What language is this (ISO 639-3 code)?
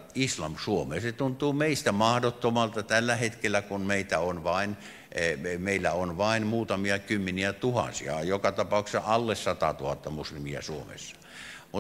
fin